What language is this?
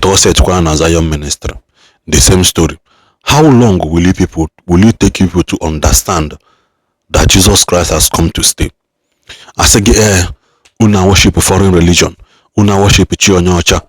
Igbo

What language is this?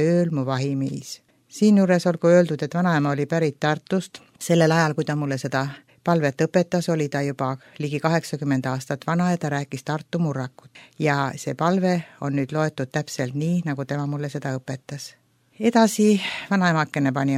Estonian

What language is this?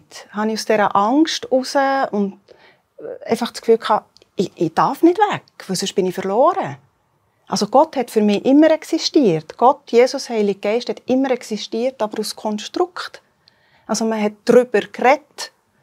Swiss German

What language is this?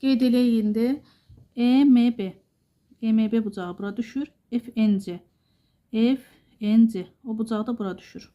Azerbaijani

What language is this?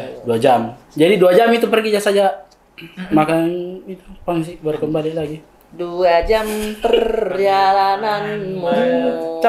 Makassar Malay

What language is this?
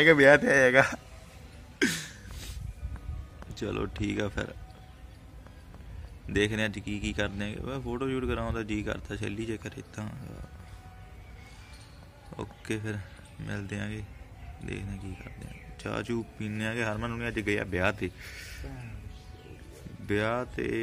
Punjabi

